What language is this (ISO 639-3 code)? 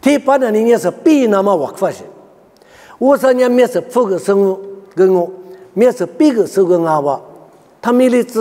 lis